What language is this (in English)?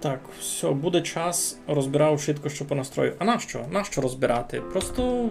Rusyn